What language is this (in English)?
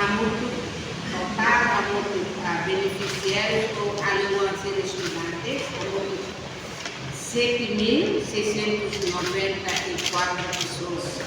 Tetum